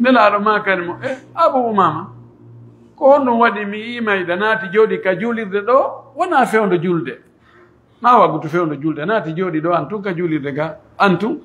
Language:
Pular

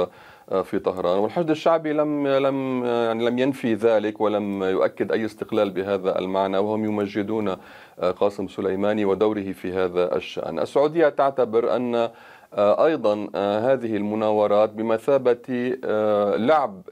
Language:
Arabic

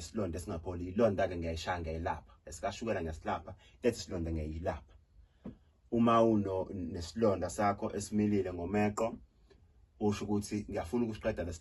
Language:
Zulu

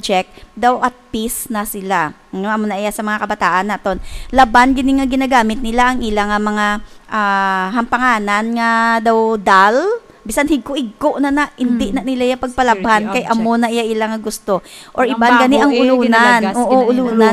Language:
Hiligaynon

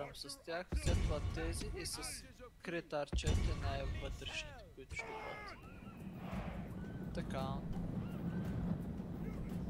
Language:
Bulgarian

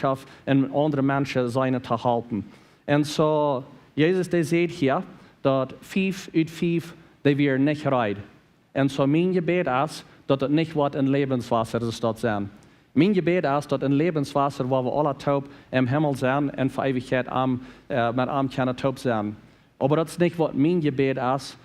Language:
Plautdietsch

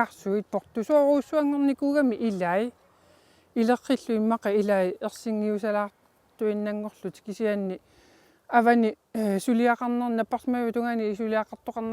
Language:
Kalaallisut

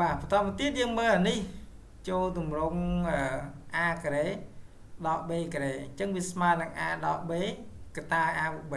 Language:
Khmer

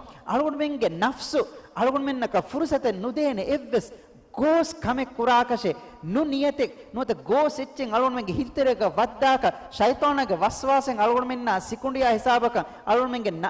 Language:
Divehi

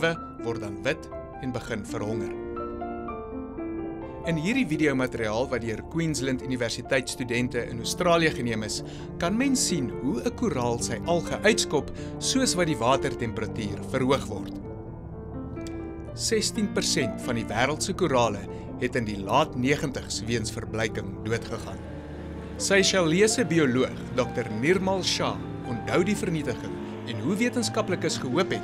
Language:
Afrikaans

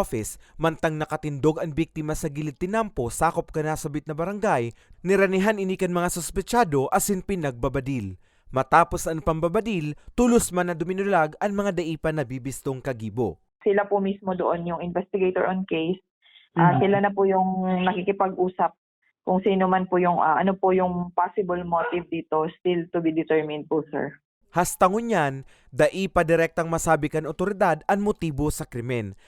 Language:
Bikol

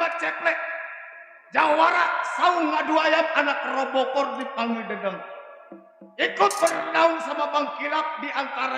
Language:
Betawi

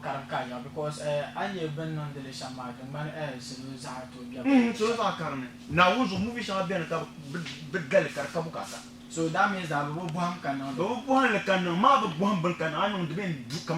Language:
Dagbani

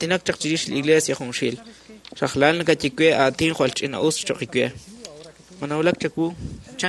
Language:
Kekchí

